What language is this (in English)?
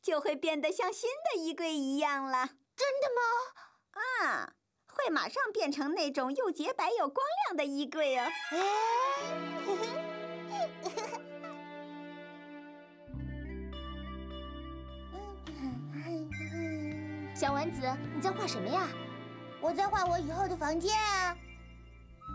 Chinese